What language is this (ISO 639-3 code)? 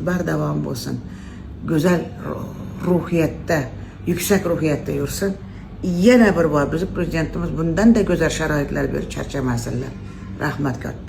uzb